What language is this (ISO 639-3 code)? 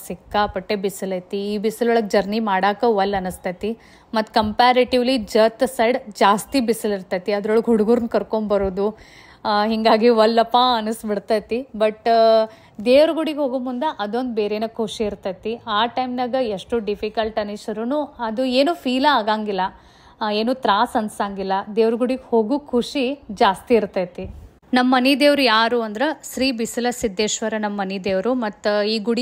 kan